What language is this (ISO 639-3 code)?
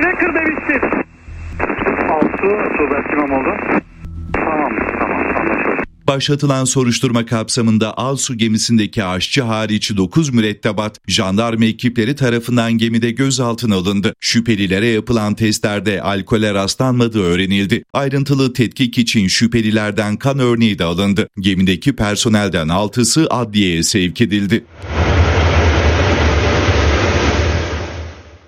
tur